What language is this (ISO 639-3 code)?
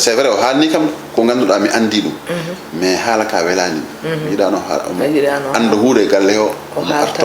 ful